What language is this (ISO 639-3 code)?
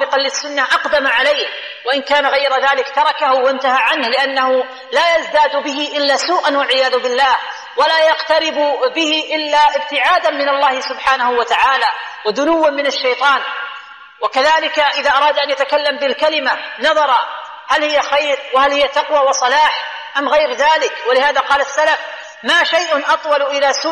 ara